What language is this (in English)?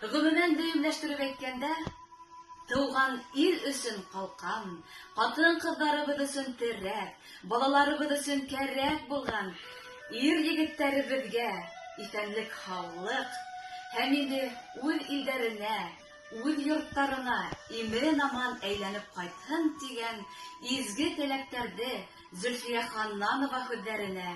Bashkir